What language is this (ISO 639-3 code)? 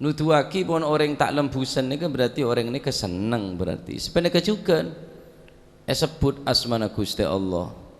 mad